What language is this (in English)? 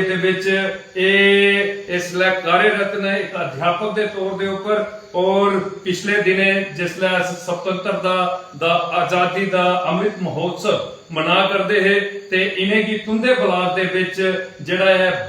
Dogri